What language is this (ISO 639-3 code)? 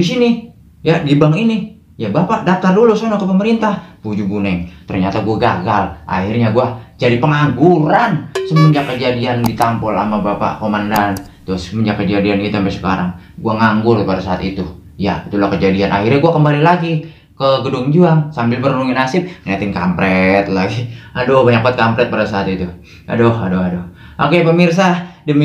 bew